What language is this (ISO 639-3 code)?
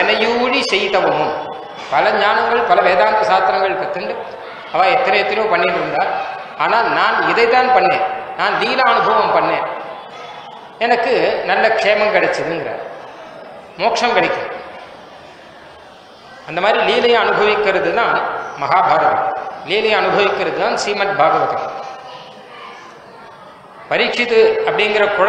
tam